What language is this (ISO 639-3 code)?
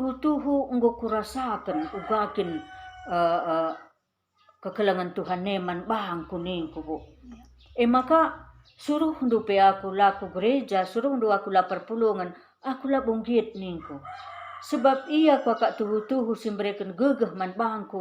btx